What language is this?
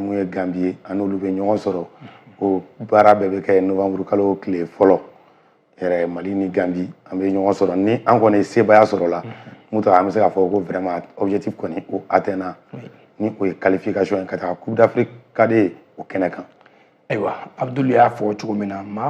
Bambara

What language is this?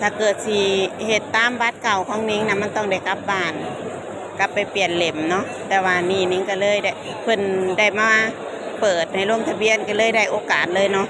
Lao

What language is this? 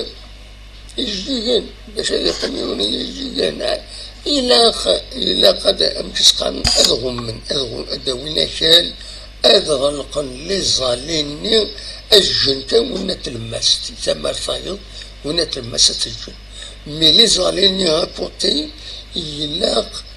Kabyle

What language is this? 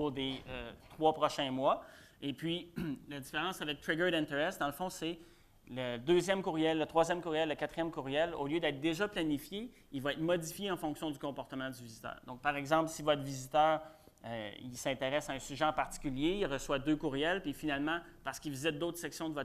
French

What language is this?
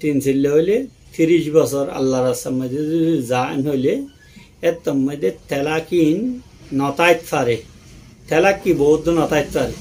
Rohingya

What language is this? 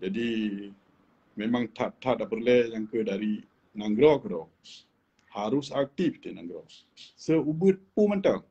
Achinese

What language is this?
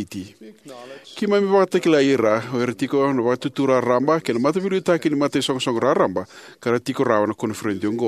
Fijian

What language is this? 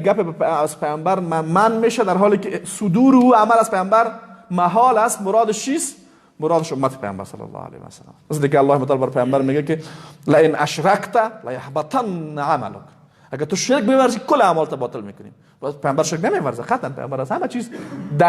Persian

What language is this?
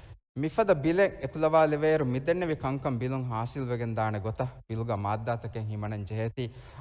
Divehi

